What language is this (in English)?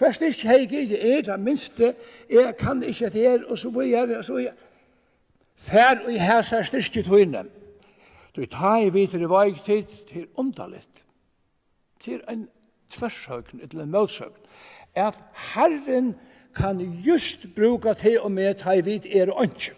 Faroese